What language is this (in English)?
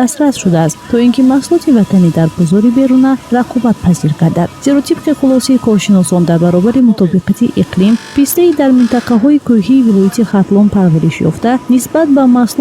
Tajik